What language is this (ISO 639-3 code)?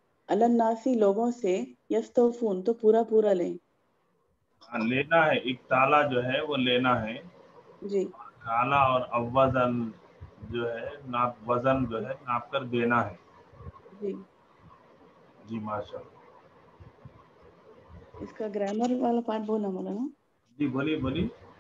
urd